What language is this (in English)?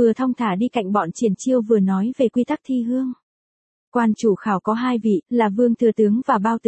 Vietnamese